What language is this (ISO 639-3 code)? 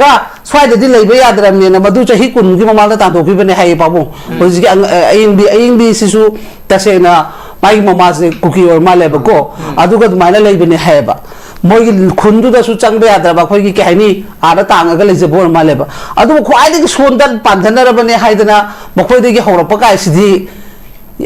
mni